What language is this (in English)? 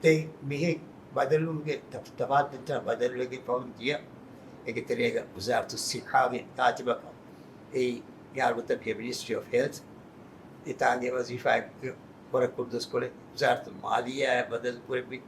Divehi